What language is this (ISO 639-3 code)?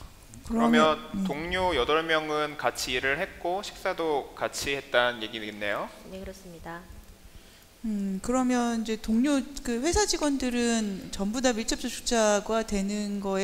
kor